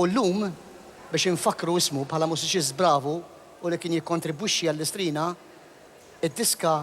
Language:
Maltese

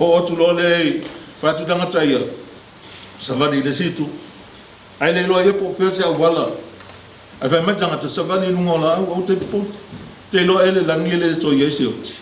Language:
Samoan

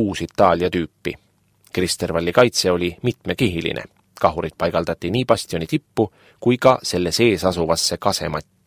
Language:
Estonian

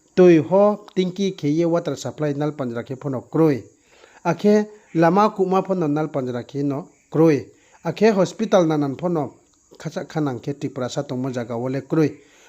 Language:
Riang (India)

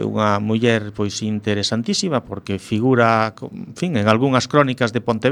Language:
Galician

